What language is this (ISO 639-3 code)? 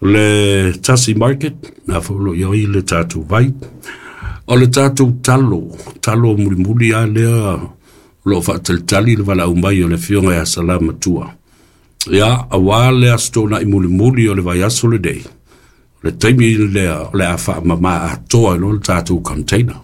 smo